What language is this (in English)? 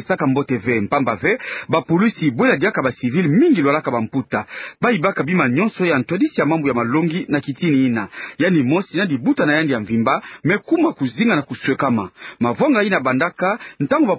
Kituba (Democratic Republic of Congo)